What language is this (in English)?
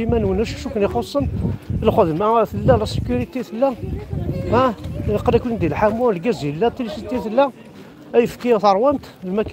Kabyle